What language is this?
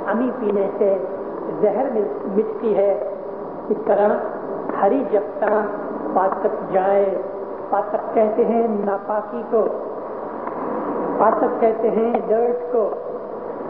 Urdu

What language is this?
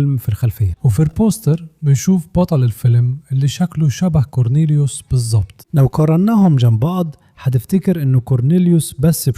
Egyptian Arabic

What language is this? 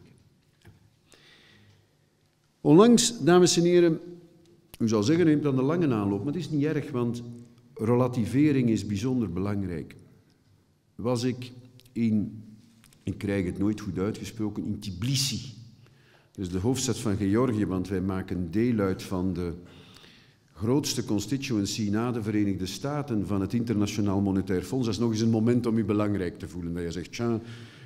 Dutch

